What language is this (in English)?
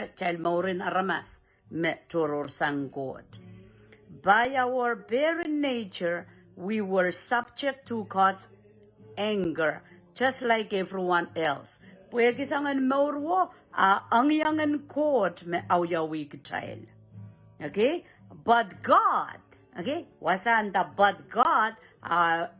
Pohnpeian